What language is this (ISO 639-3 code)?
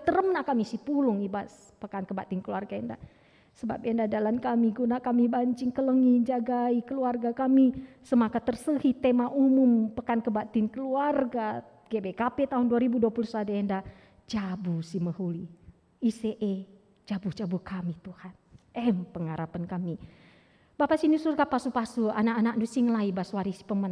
btx